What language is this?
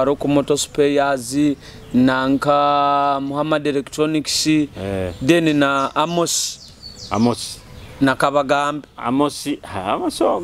Nyoro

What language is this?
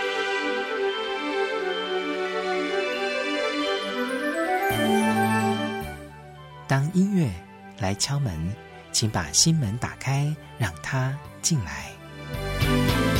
Chinese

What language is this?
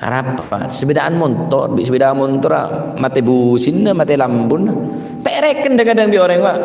Madurese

